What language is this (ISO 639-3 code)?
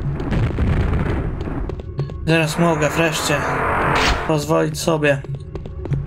pol